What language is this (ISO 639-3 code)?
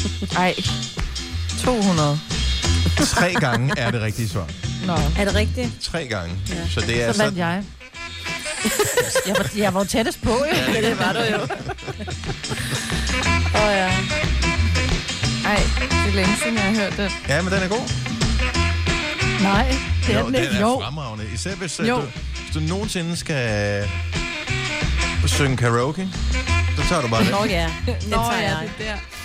dan